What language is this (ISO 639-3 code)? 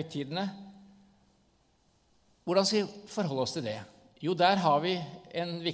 nor